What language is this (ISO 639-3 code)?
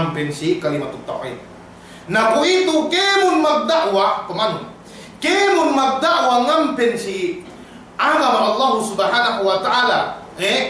yka